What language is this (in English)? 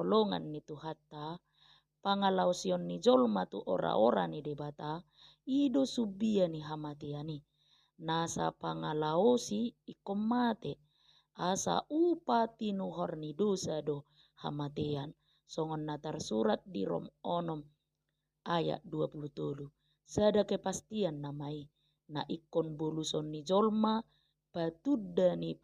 Batak Toba